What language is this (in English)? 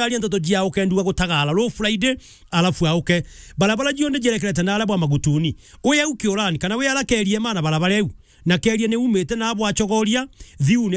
Meru